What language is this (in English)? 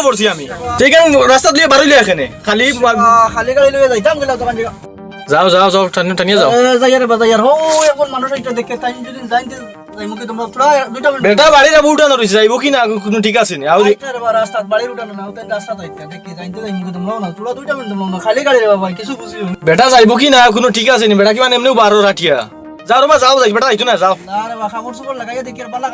Sylheti